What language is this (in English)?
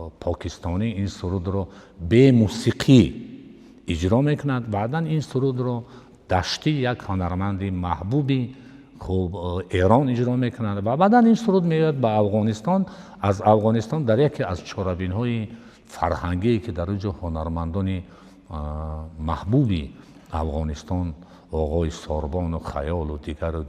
Tajik